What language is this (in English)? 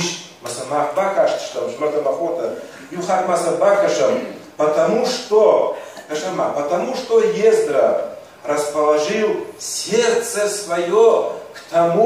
Ossetic